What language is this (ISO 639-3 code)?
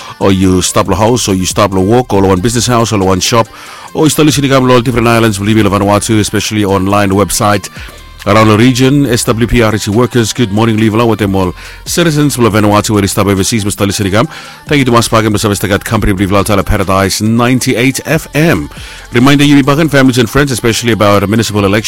bis